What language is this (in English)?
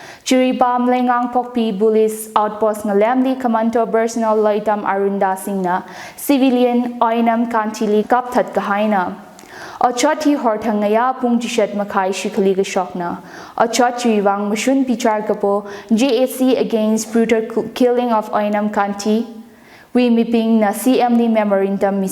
Tangkhul Naga (India)